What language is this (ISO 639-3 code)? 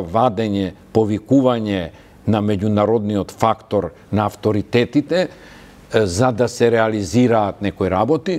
mkd